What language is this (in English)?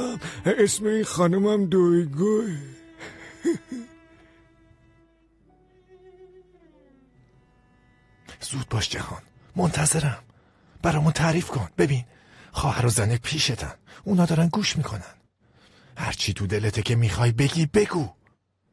Persian